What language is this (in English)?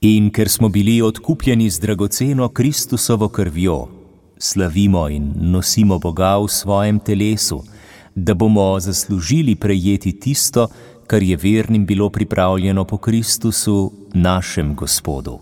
Slovenian